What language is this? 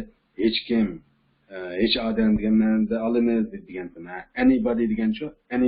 Uyghur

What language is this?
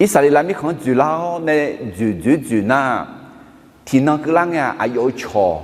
Akha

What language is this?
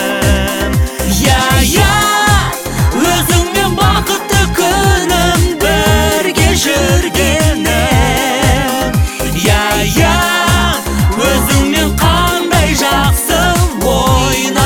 Kazakh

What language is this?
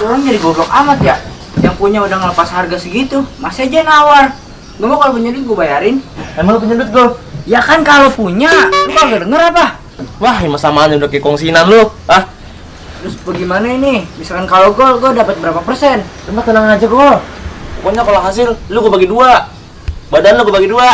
Betawi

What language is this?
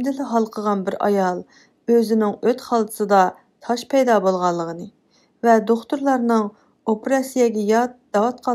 Uyghur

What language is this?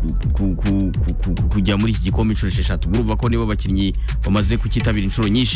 Kinyarwanda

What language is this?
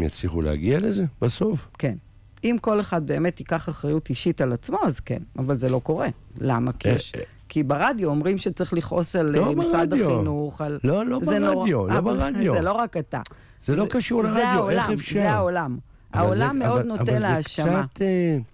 Hebrew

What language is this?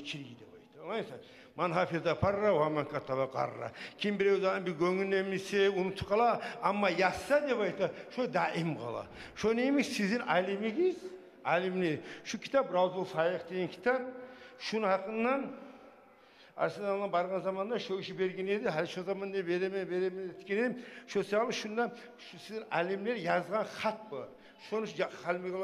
Kumyk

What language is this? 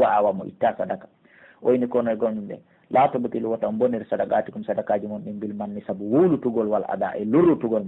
Pular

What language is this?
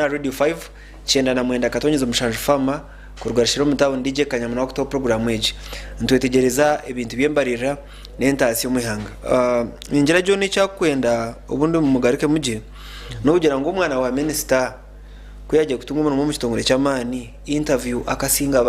Nyankole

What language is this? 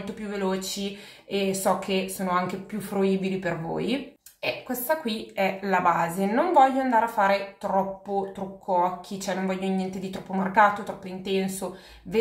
Italian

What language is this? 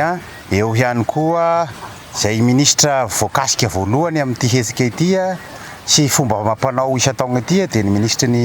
Malagasy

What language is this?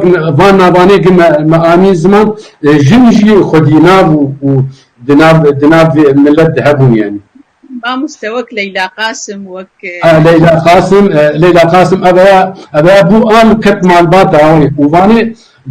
Kurdish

